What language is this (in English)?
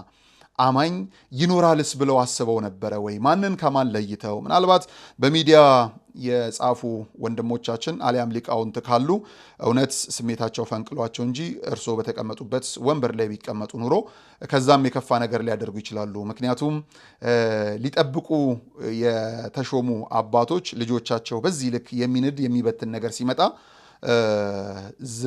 Amharic